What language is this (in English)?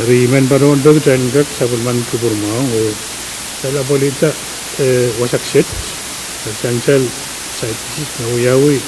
Pohnpeian